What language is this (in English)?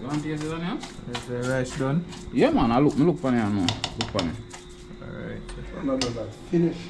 Jamaican Creole English